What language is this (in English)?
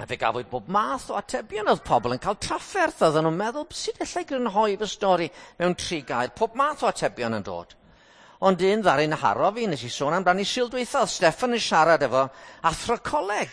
Welsh